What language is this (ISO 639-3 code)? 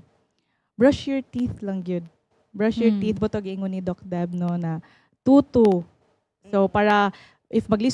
ceb